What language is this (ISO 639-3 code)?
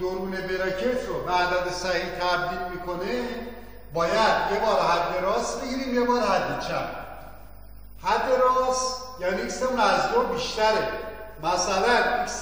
fas